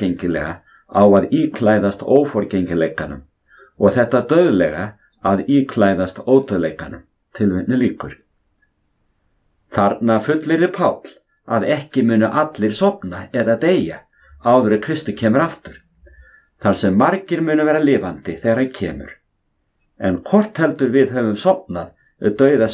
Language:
Icelandic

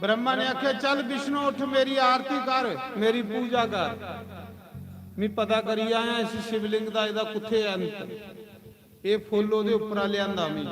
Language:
Dogri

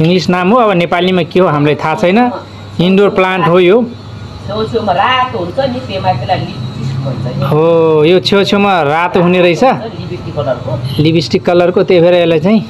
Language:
Nepali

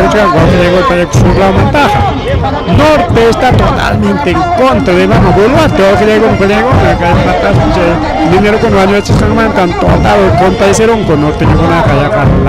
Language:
Ayacucho Quechua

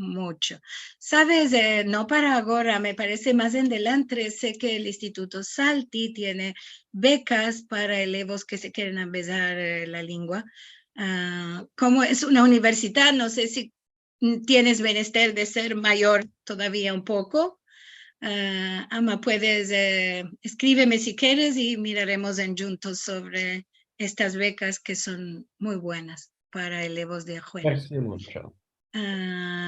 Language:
Ladino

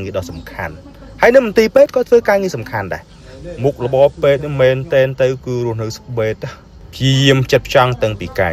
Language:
Khmer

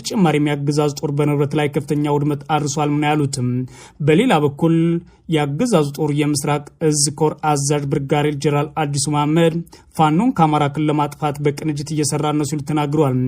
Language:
Amharic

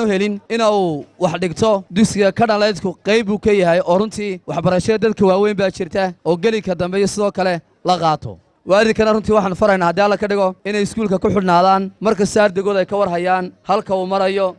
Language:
Somali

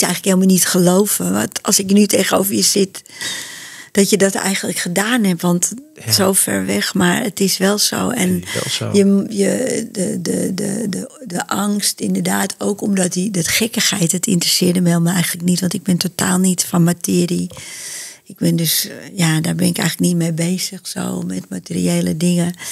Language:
Dutch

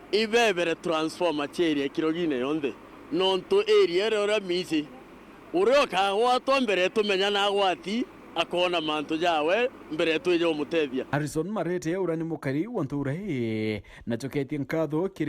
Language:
Meru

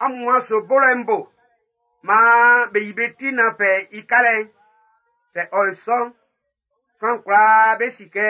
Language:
Baoulé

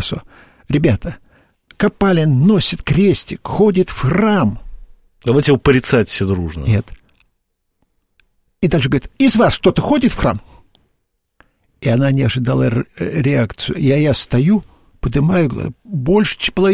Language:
Russian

